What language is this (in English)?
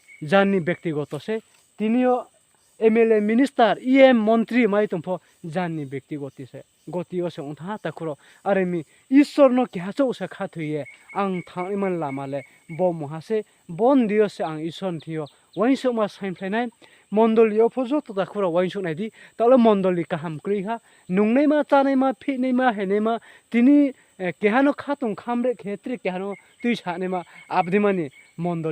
Riang (India)